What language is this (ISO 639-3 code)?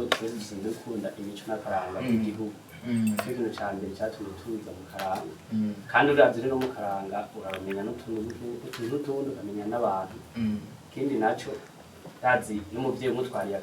run